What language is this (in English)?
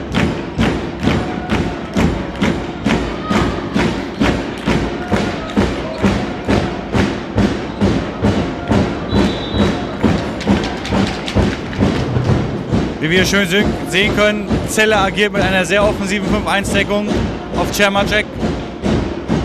German